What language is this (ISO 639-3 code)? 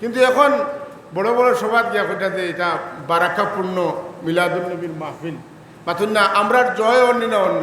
syl